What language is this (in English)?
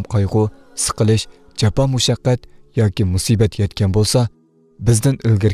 Uyghur